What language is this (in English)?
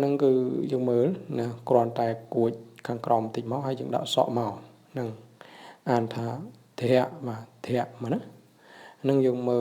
Khmer